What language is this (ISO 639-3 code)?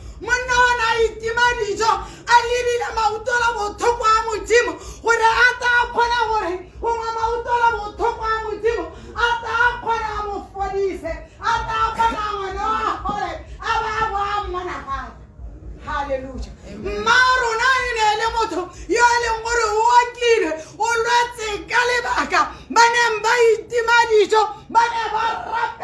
tsn